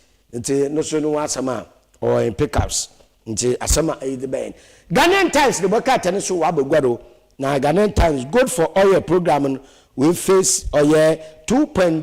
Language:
Akan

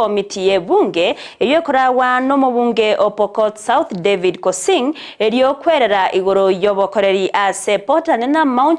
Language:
Gusii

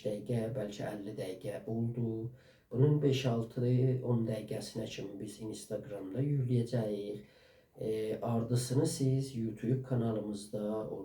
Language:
South Azerbaijani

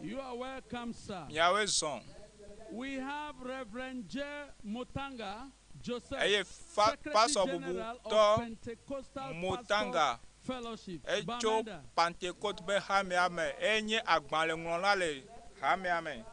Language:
Ewe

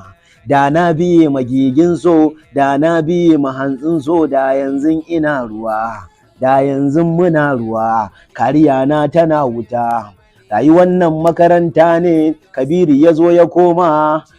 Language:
Hausa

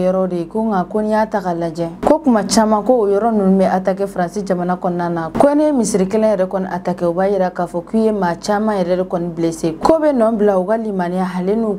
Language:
Bambara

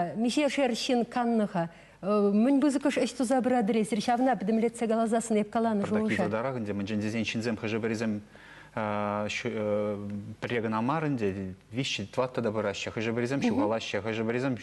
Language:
Chuvash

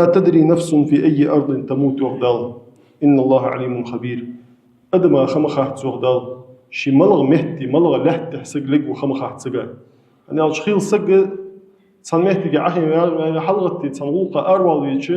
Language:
Ingush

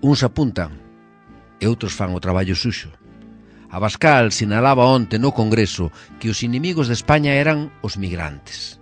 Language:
Galician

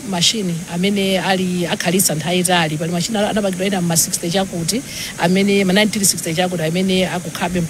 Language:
Nyanja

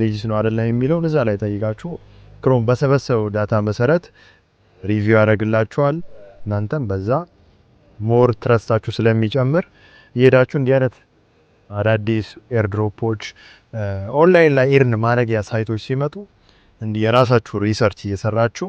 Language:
Amharic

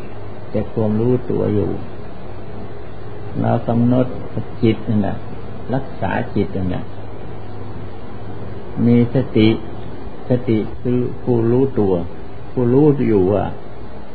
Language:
Thai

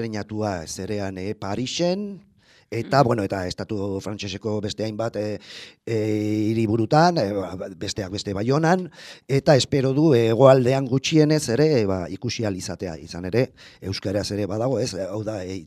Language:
Basque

